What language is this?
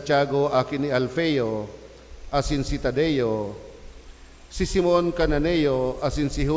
Bikol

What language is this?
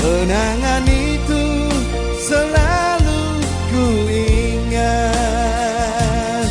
Tetum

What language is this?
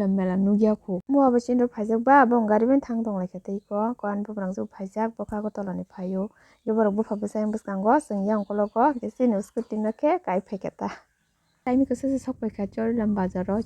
Kok Borok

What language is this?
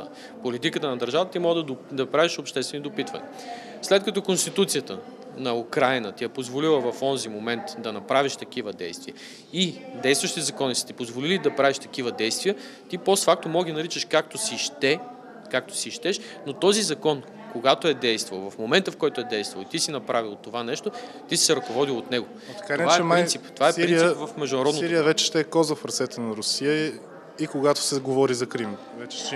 Bulgarian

